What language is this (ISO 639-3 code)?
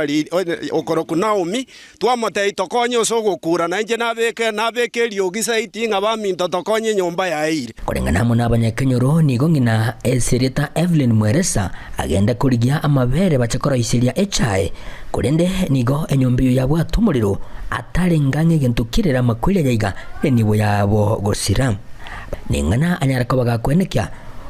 guz